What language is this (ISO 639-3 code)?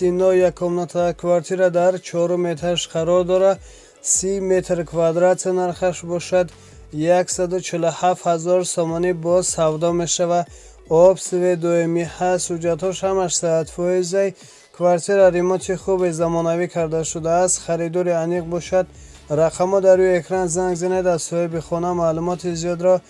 tgk